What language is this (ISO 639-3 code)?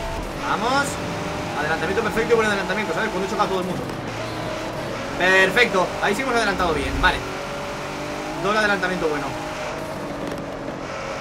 spa